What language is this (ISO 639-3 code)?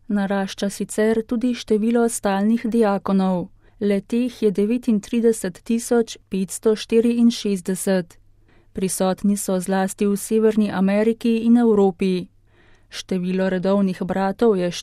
slv